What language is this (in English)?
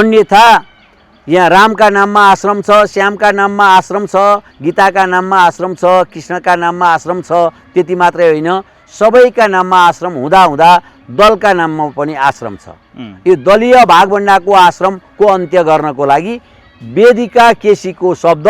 Nepali